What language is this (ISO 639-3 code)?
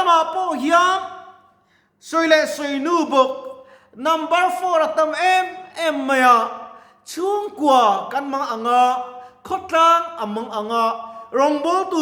lus